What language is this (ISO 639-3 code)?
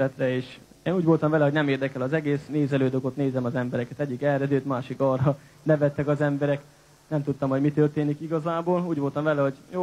hun